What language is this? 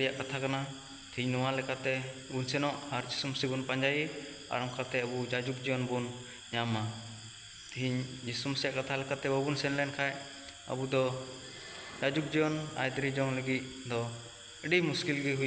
Santali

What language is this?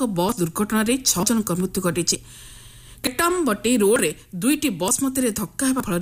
Odia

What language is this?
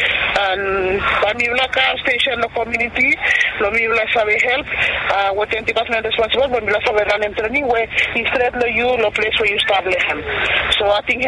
Bislama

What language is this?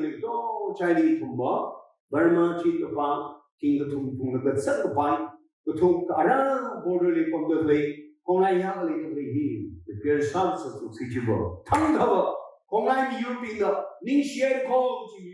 Tangkhul Naga (India)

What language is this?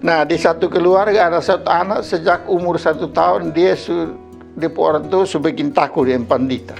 Kupang Malay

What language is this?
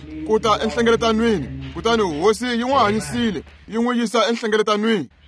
Tsonga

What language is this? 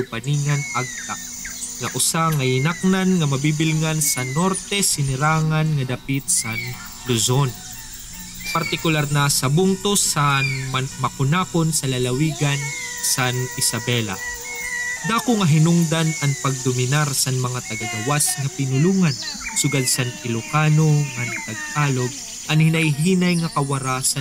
Waray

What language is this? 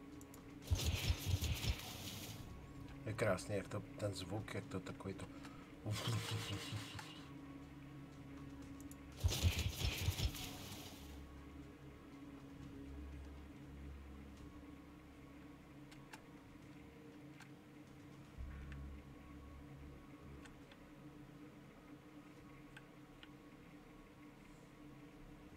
Czech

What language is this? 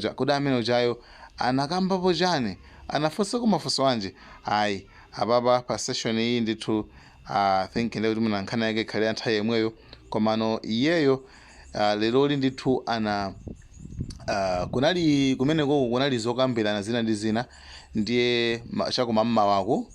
Nyanja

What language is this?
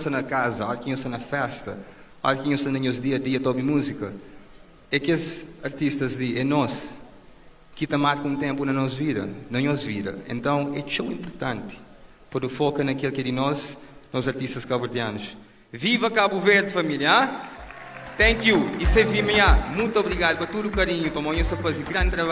Kabuverdianu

